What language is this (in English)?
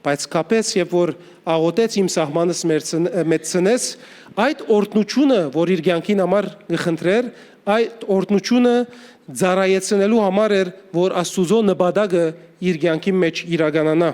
Western Armenian